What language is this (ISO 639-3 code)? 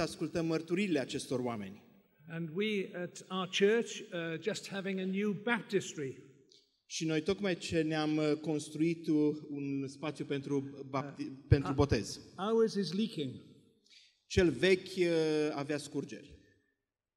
ron